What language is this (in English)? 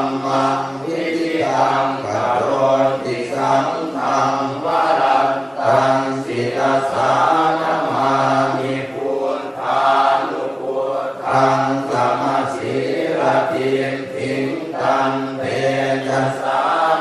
Pali